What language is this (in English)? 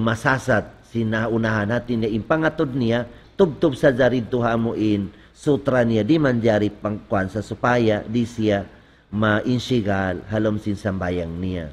Tausug